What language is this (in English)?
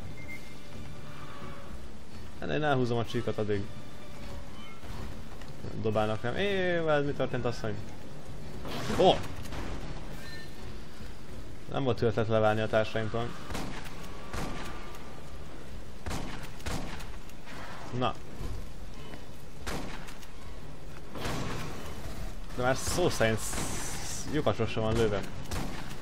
Hungarian